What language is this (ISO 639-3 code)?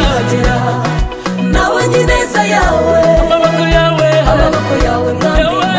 kin